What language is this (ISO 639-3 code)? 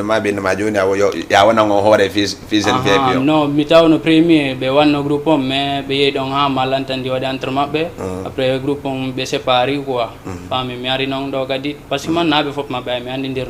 ful